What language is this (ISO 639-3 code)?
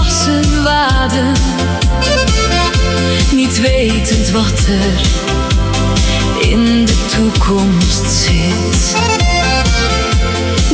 nld